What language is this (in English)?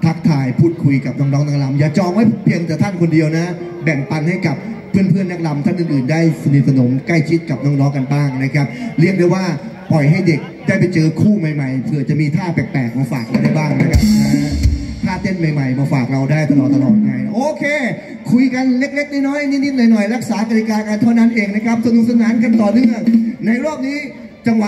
Thai